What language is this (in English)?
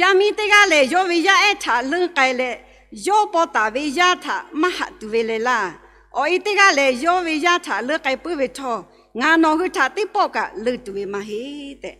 Lahu